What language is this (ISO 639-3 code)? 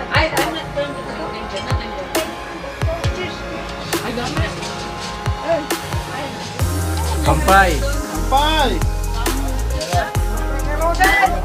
fil